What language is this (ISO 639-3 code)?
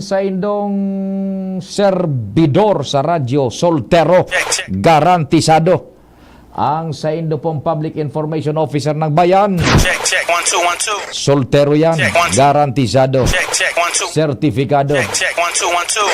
bik